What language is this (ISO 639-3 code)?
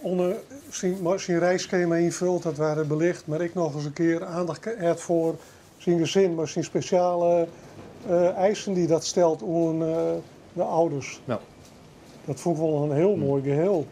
fry